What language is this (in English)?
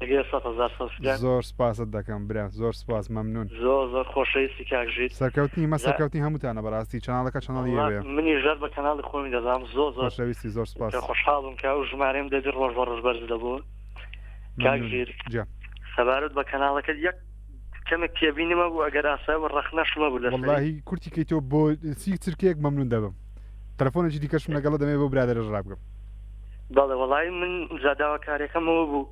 Central Kurdish